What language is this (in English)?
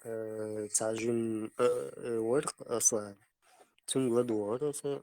Chechen